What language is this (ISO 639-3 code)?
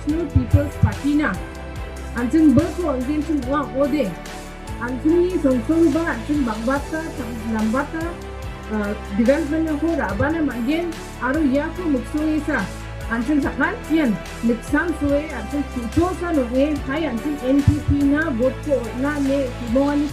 grt